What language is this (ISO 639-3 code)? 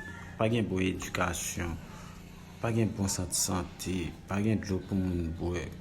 hat